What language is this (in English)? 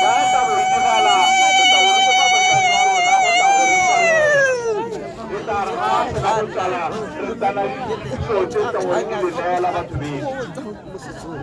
Tswana